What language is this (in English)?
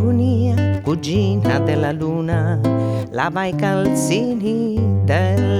Sardinian